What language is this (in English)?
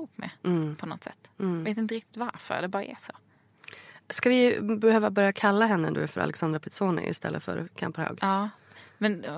Swedish